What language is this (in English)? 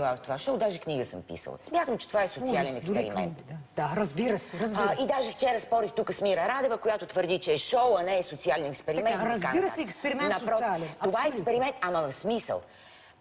Bulgarian